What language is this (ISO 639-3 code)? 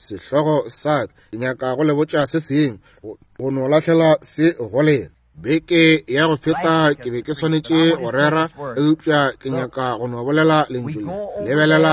nso